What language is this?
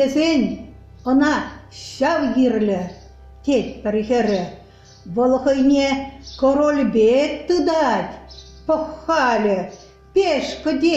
Chuvash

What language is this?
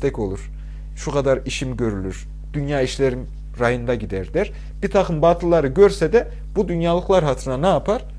Turkish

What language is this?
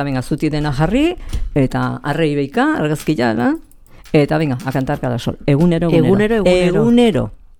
Basque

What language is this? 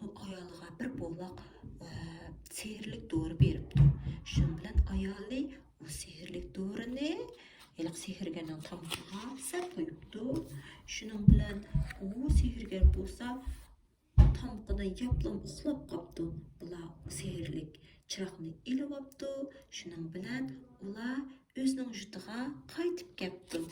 Uyghur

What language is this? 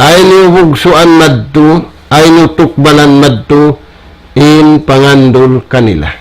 Tausug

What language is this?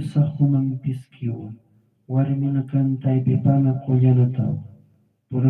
Aymara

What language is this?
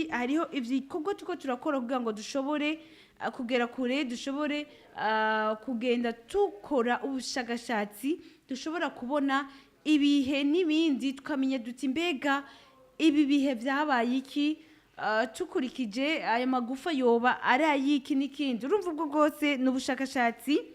Rundi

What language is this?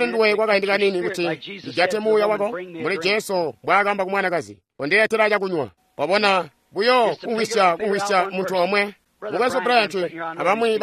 Tonga (Zambia)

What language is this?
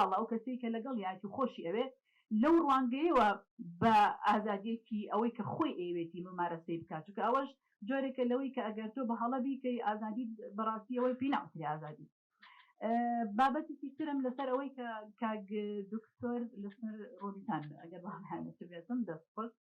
Central Kurdish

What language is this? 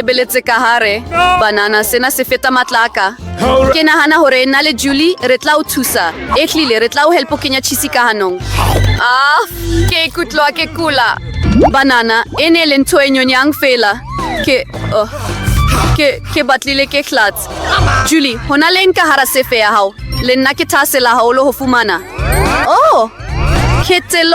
Southern Sotho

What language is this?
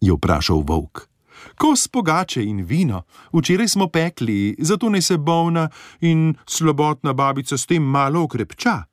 Slovenian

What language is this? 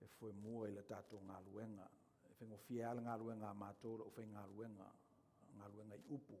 Samoan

